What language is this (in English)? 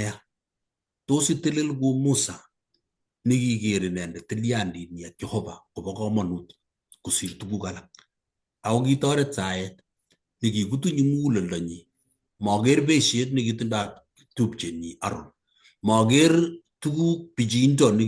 Kalenjin